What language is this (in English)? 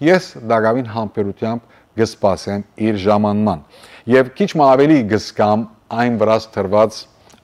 Western Armenian